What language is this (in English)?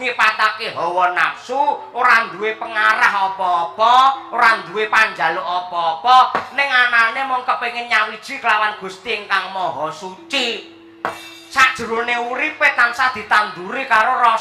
Javanese